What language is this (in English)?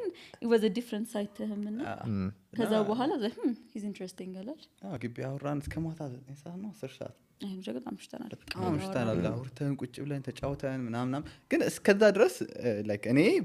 Amharic